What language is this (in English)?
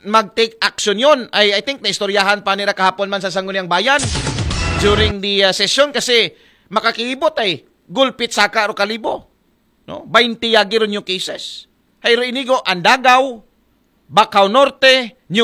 Aklanon